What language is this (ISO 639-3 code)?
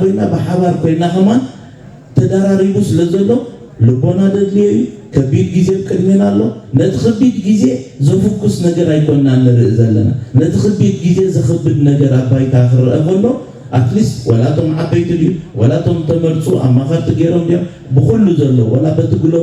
tir